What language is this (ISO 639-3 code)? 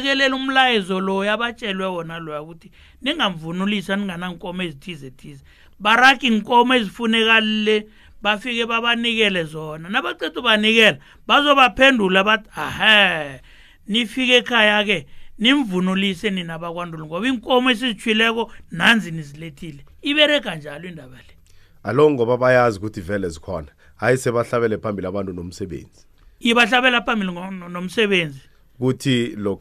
nbl